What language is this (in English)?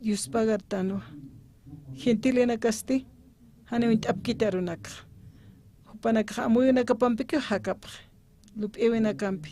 Aymara